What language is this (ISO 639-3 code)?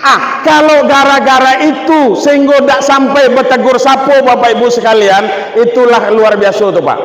min